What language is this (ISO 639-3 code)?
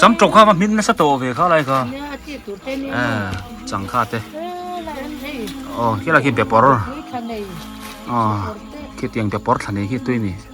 biu